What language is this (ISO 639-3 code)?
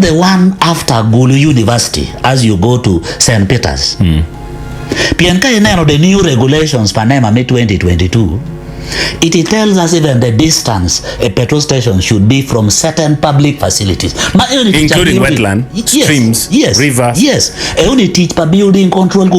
ach